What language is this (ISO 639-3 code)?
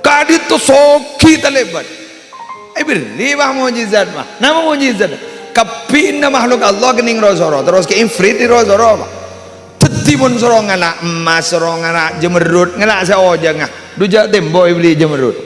mad